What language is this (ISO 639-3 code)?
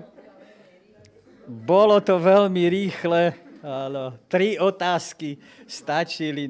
slk